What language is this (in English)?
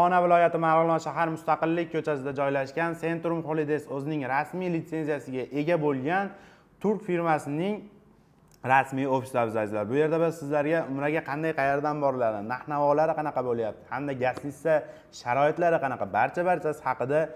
Uzbek